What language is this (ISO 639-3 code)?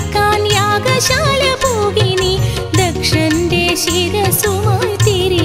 mal